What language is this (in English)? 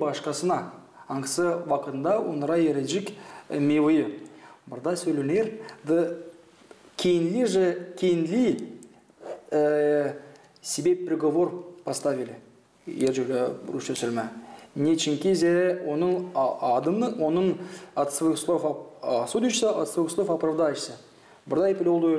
Gagauz